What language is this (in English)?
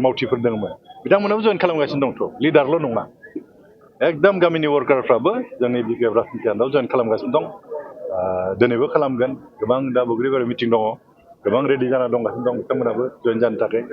Bodo